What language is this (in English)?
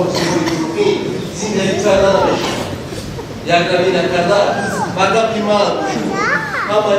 Tajik